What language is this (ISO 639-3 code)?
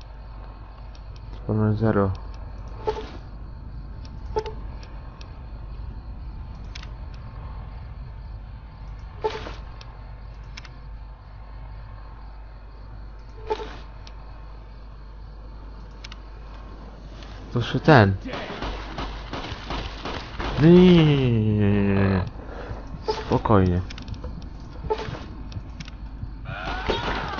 pol